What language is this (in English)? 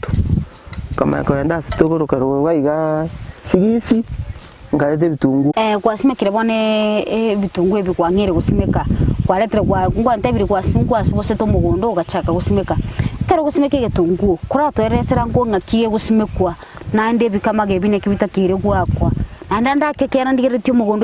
Gusii